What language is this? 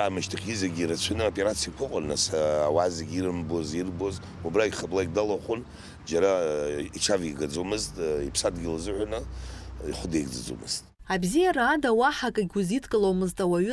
Abkhazian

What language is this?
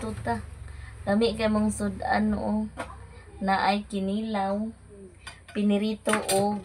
Cebuano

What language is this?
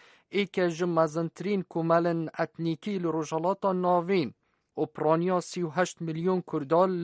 Kurdish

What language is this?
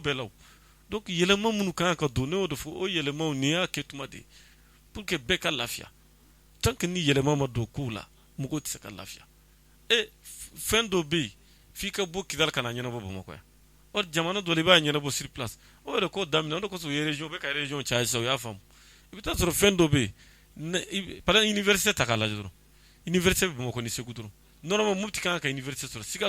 Bambara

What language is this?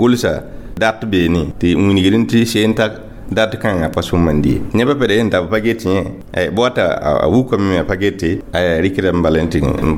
Mossi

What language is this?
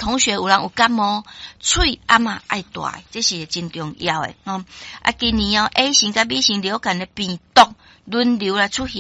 Min Nan Chinese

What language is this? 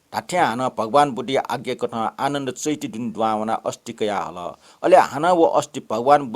Newari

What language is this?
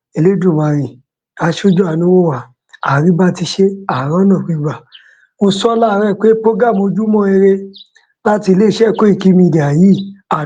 Yoruba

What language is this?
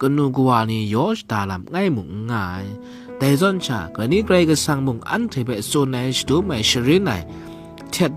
Kachin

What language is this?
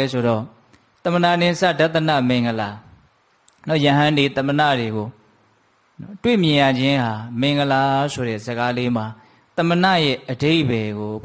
Burmese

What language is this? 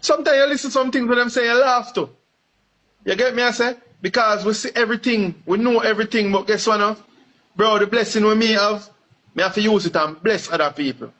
Jamaican Creole English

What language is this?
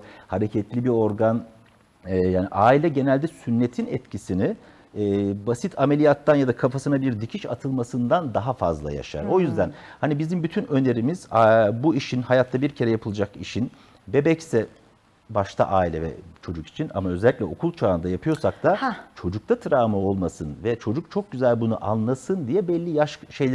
Turkish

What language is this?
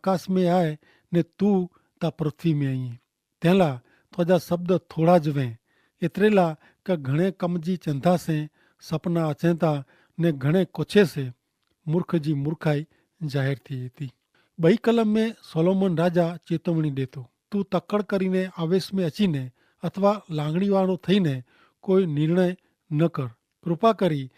Kachhi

